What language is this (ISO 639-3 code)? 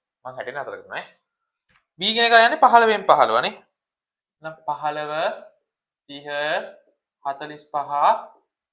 sin